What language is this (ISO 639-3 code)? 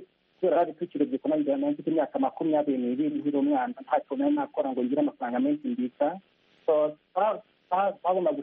kin